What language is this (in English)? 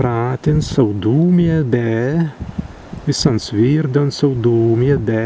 Prussian